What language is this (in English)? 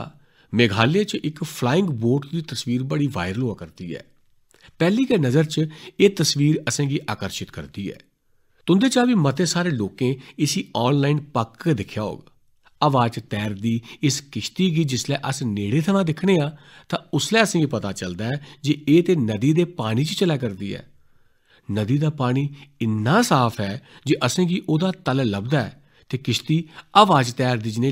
Dogri